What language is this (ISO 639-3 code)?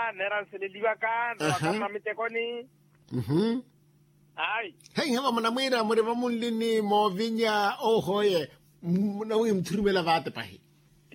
vmw